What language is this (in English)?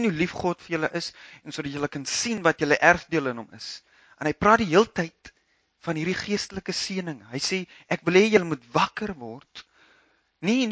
Afrikaans